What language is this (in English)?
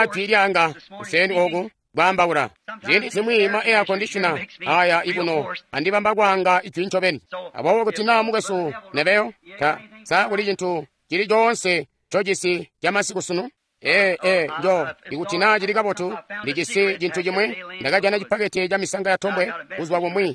Tonga (Zambia)